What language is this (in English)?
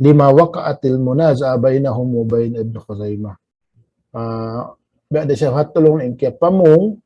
Tausug